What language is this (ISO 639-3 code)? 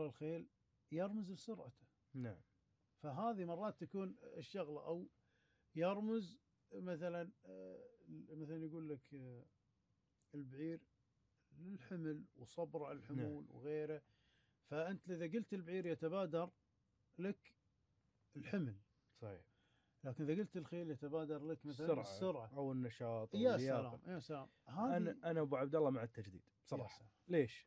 afb